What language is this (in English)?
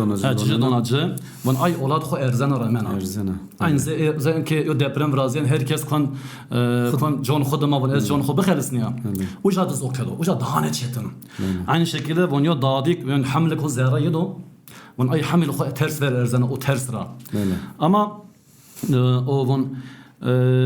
Zaza